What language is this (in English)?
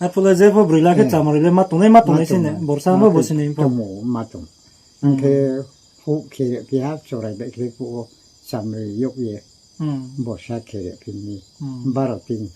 Riang (India)